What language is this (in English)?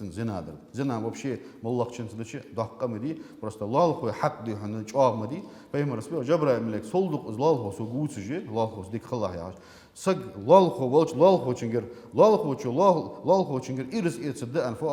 Ingush